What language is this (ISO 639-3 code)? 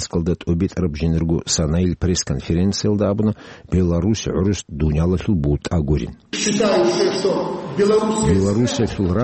ava